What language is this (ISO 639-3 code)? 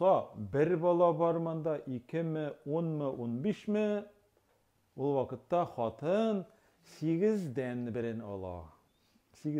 tat